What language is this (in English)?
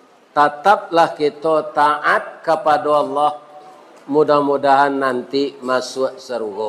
Minangkabau